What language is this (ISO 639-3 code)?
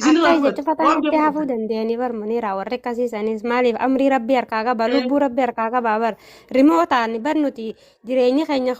orm